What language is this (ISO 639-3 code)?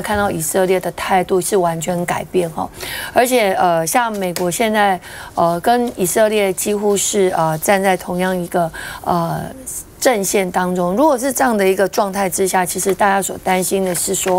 zho